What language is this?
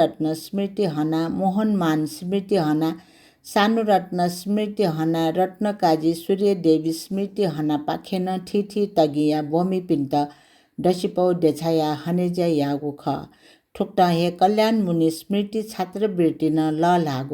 Newari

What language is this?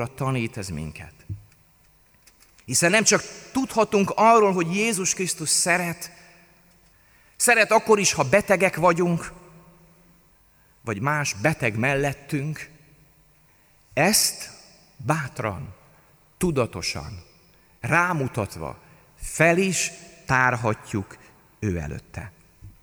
Hungarian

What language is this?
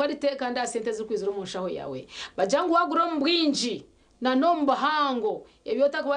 Nyankole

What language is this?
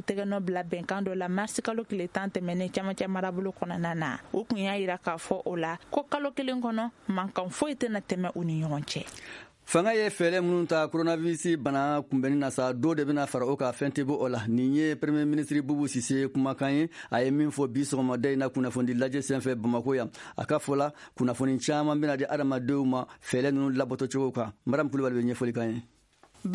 Bambara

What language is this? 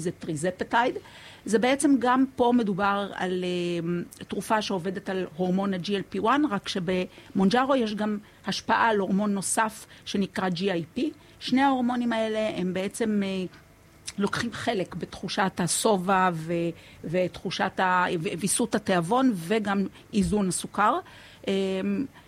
Hebrew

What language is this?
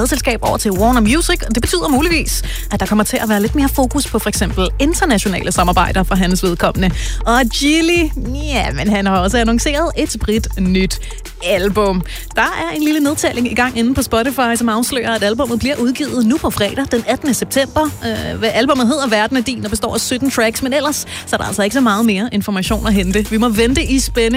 Danish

